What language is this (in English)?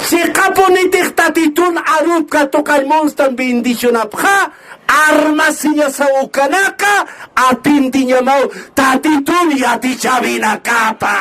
Aymara